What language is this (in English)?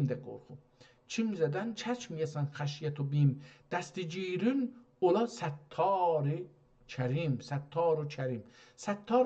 South Azerbaijani